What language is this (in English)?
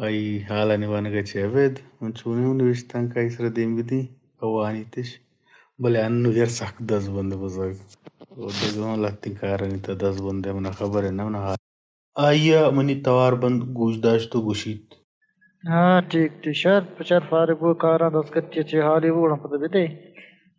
Baluchi